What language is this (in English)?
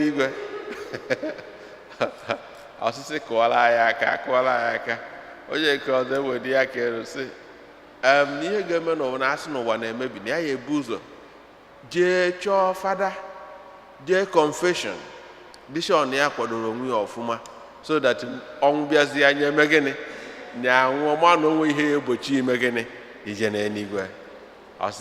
Igbo